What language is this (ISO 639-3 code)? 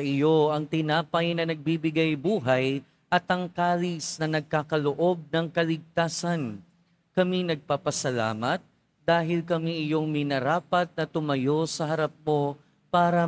fil